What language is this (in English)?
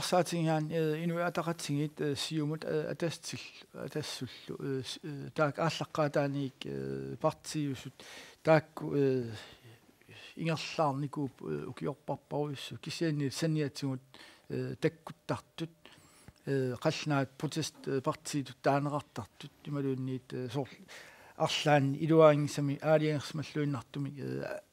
Kalaallisut